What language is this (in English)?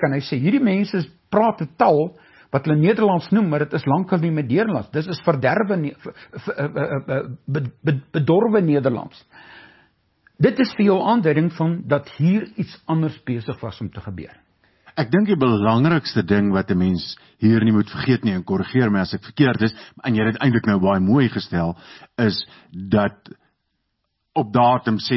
Afrikaans